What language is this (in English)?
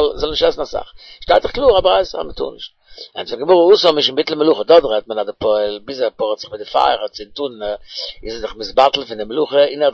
Yiddish